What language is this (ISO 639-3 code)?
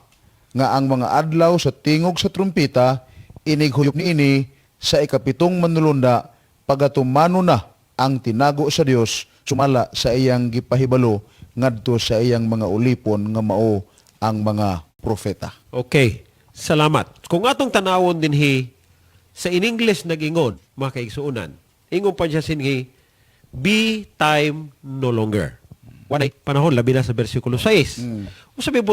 ceb